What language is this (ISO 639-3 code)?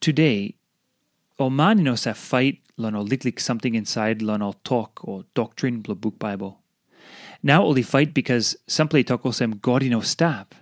tpi